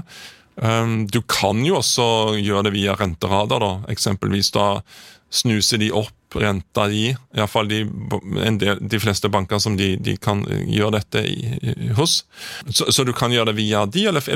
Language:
Norwegian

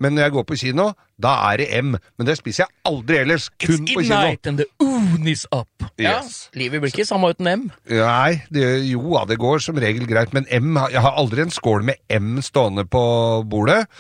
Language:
Norwegian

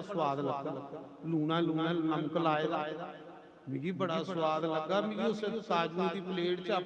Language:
Dogri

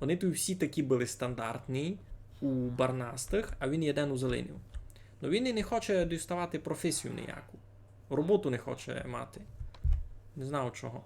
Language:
Rusyn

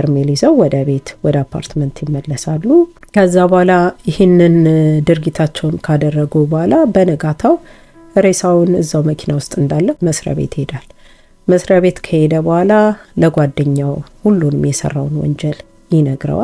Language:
Amharic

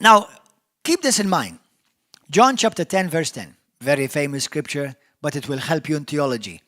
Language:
English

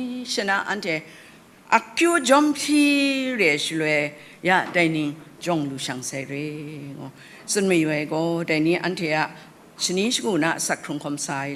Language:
Kachin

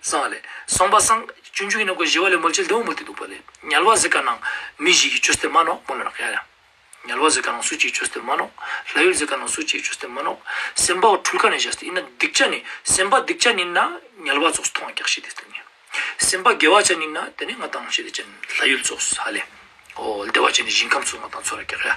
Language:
Ladakhi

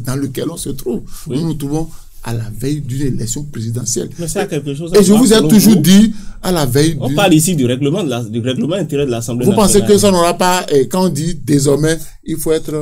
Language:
French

